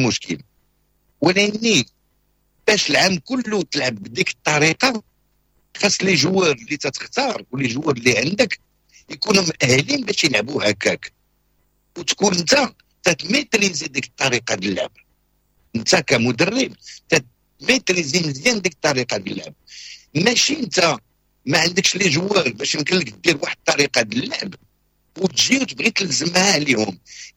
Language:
Moroccan Arabic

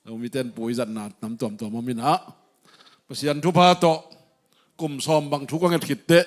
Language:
Tedim Chin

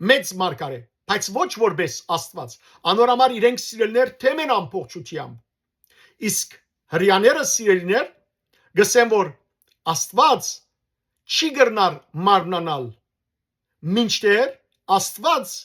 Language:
Western Armenian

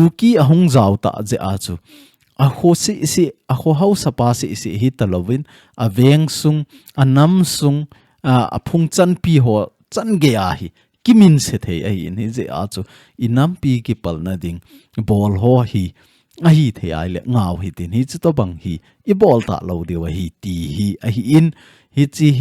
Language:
Thado Chin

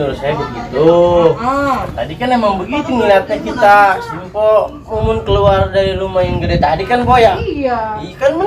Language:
Betawi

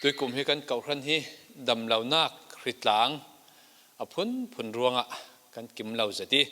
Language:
Falam Chin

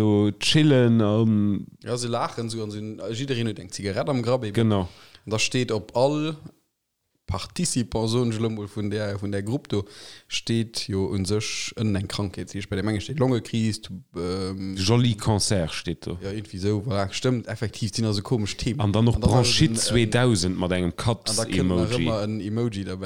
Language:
Luxembourgish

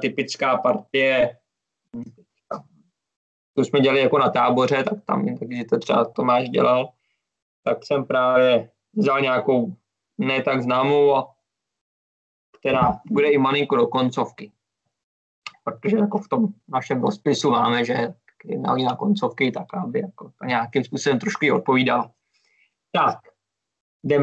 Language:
Czech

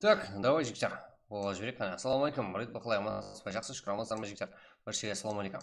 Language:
Kara-Kalpak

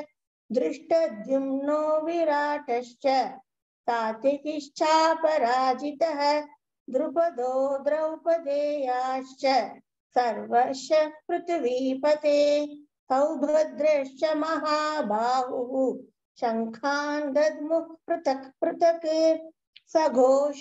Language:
Sanskrit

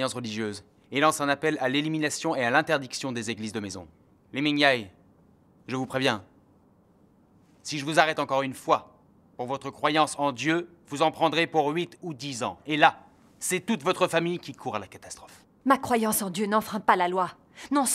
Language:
French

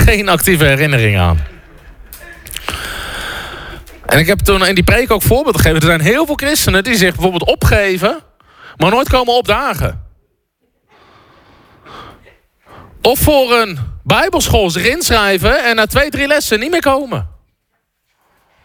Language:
Dutch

